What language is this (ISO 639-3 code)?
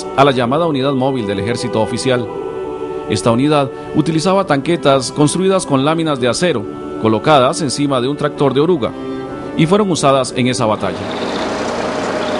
spa